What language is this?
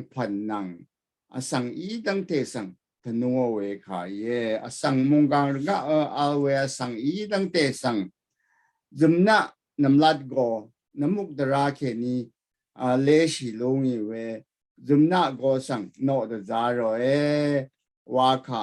Rawang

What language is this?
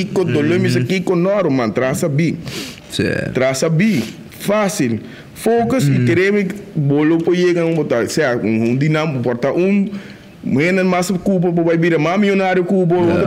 Papiamento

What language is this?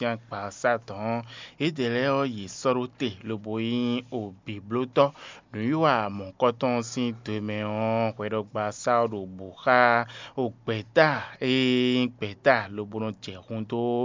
Fon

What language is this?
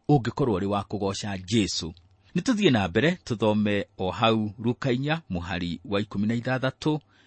Kikuyu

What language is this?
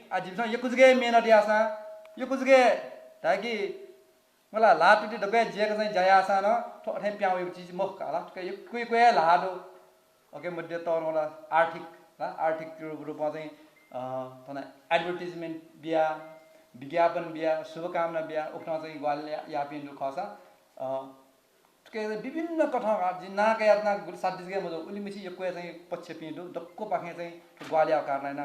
Newari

